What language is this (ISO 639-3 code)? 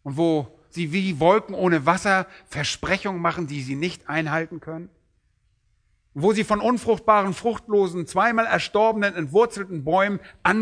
deu